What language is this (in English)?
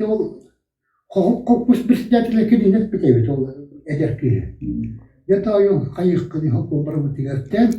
Yakut